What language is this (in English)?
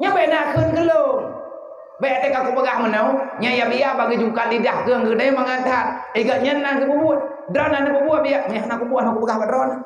Achinese